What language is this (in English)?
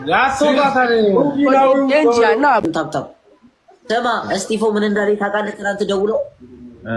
Amharic